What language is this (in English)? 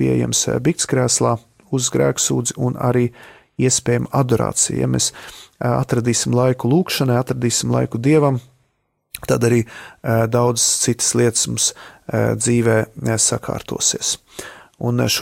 Latvian